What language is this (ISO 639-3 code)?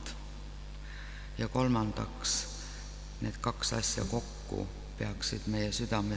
est